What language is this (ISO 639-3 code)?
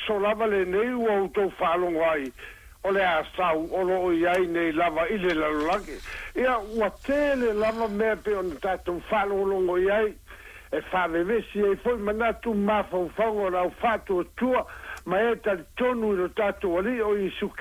smo